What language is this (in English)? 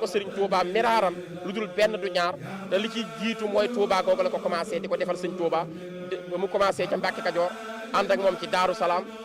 Wolof